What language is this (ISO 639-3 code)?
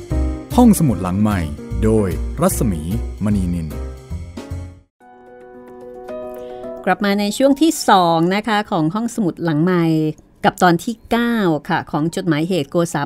tha